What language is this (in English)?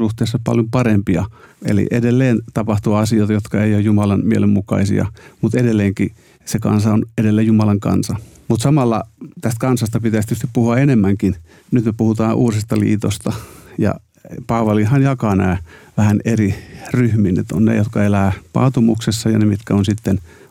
Finnish